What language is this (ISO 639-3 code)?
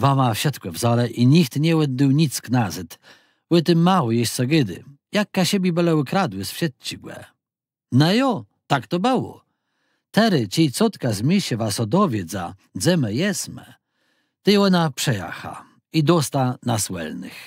csb